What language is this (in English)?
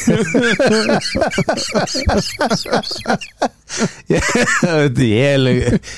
Icelandic